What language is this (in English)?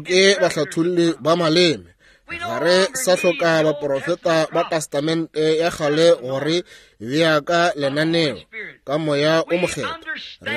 Northern Sotho